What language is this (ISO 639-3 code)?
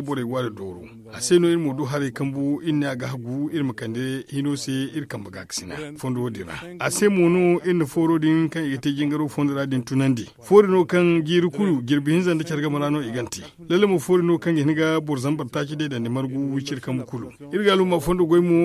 dje